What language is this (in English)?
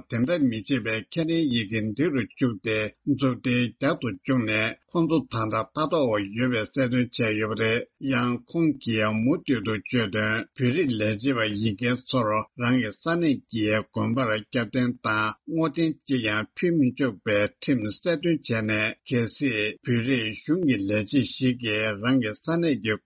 Tibetan